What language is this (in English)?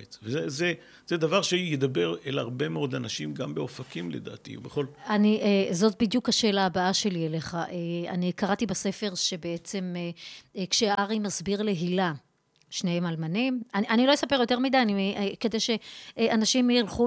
Hebrew